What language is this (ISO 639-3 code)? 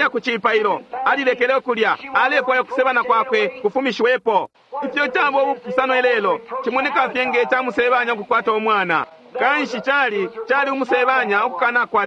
bem